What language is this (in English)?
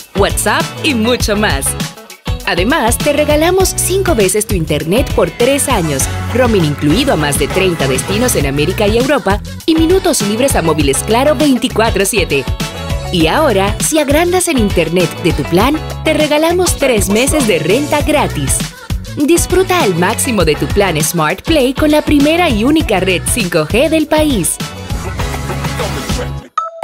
Spanish